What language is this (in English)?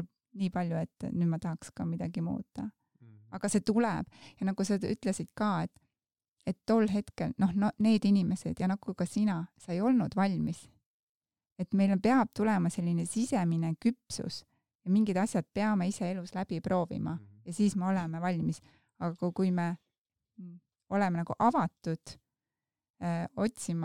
Estonian